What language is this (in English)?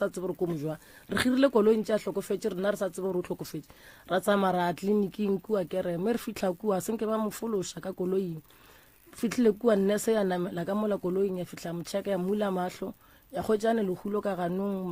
Northern Sotho